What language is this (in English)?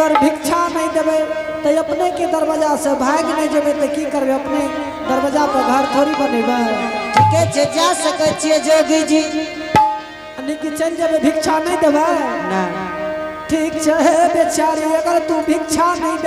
Angika